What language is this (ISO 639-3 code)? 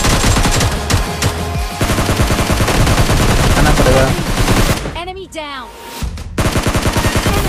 hin